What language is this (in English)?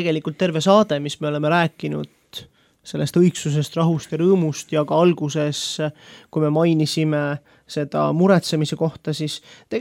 Estonian